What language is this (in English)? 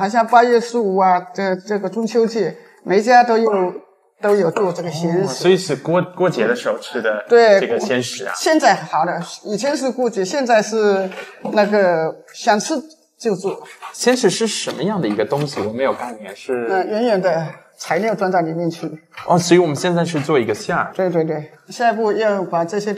Chinese